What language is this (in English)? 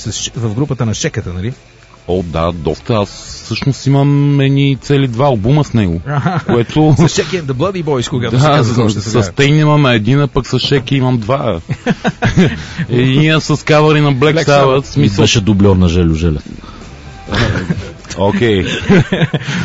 Bulgarian